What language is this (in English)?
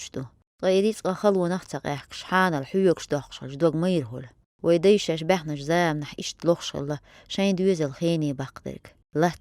Chechen